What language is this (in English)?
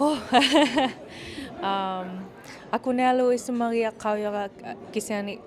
Inuktitut